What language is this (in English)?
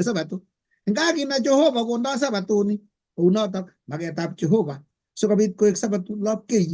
Kalenjin